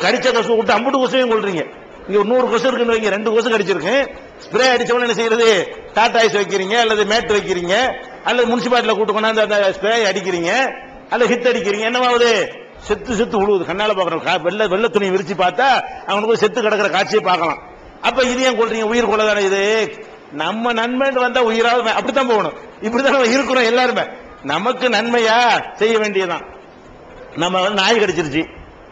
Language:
Tamil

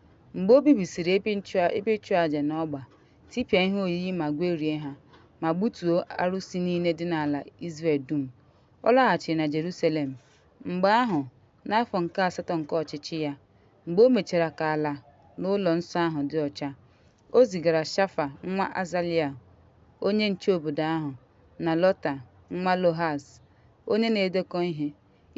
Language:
Igbo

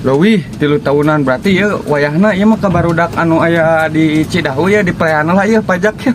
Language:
Sundanese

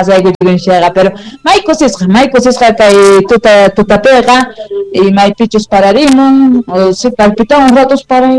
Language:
South Bolivian Quechua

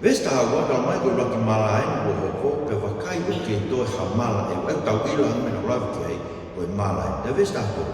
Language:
Tongan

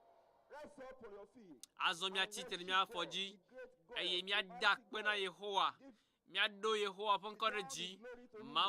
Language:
Ewe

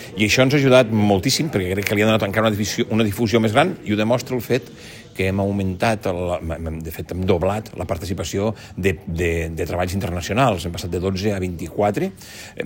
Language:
Catalan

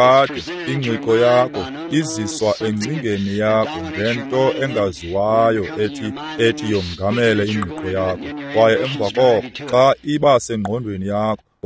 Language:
Xhosa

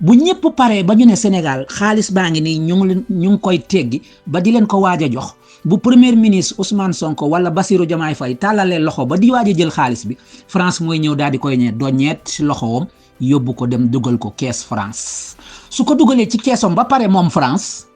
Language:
Wolof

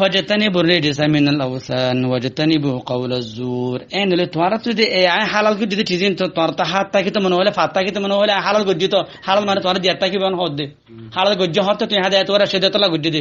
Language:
Rohingya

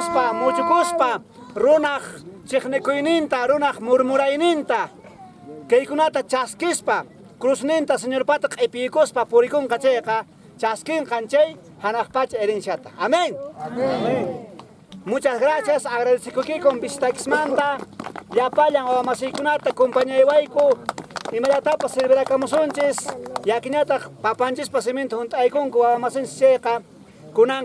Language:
Quechua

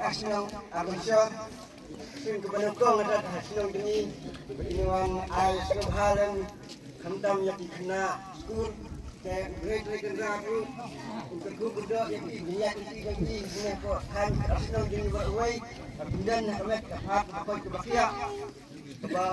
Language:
Khasi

